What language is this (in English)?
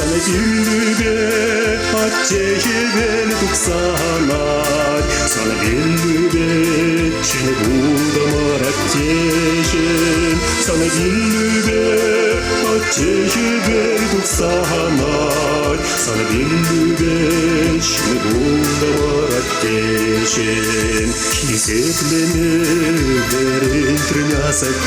Chuvash